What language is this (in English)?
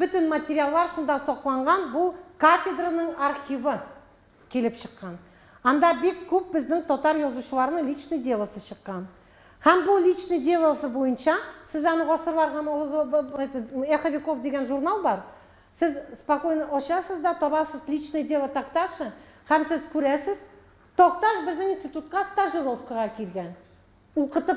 Tatar